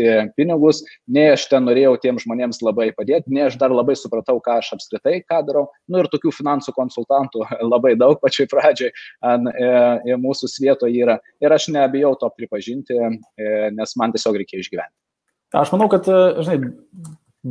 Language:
Lithuanian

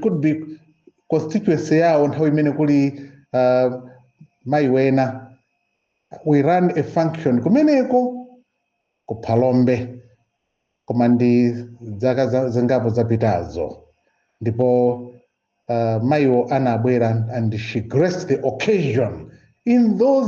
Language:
Nyanja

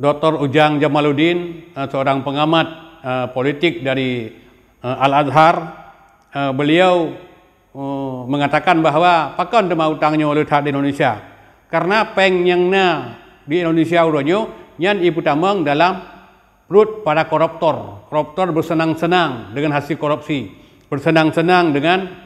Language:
Achinese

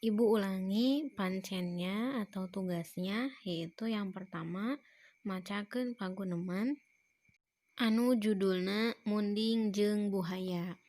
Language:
Sundanese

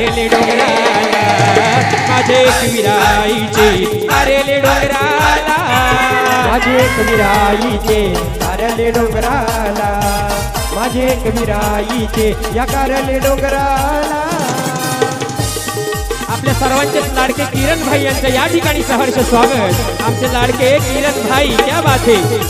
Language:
Marathi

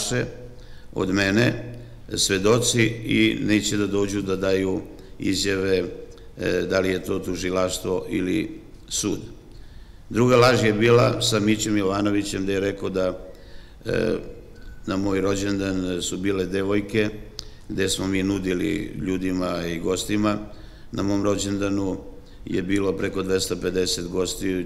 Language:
Serbian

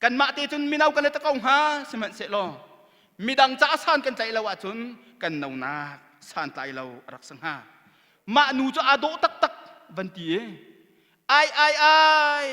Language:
Hakha Chin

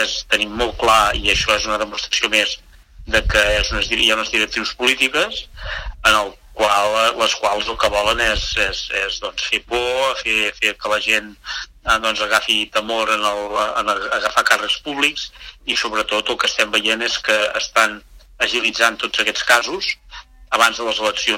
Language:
Catalan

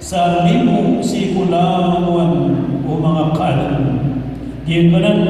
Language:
Maranao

